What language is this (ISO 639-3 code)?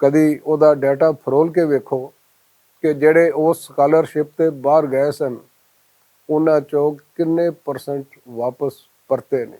lah